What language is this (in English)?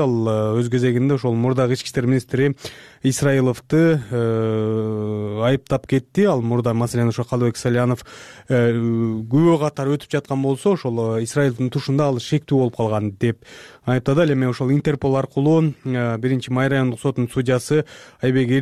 Kyrgyz